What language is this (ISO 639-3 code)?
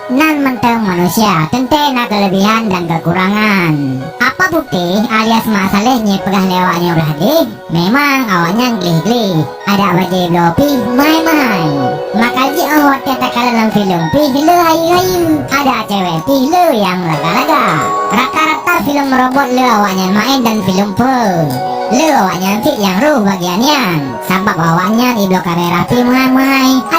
ace